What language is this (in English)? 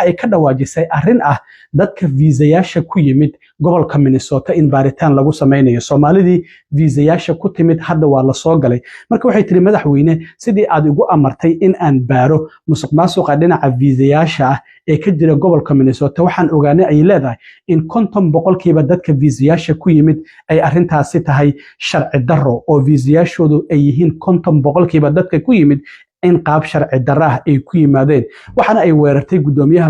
Somali